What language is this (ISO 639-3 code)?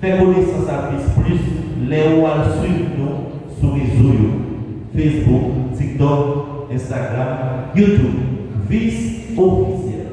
hat